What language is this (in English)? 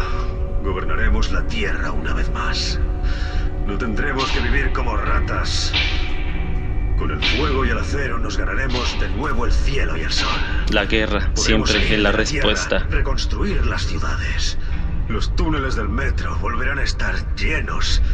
Spanish